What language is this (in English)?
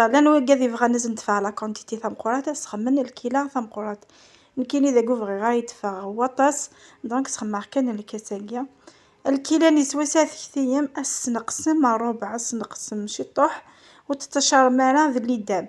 Kabyle